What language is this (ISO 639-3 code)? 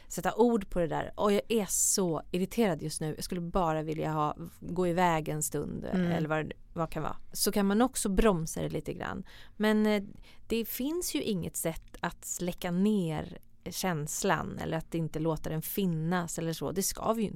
swe